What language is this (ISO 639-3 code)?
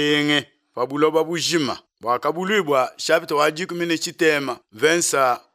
lua